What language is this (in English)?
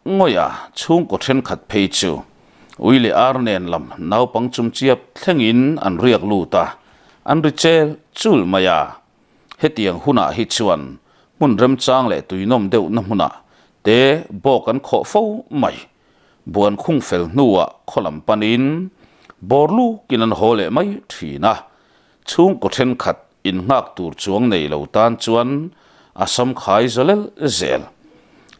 Mizo